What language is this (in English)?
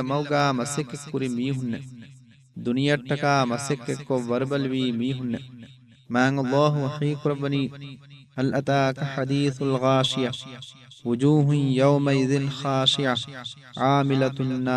Divehi